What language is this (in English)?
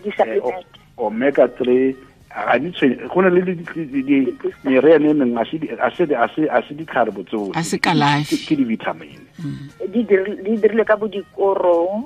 Tswana